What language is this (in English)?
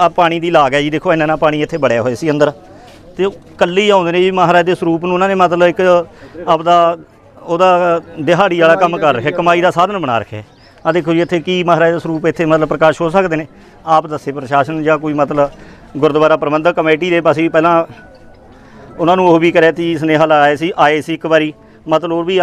Punjabi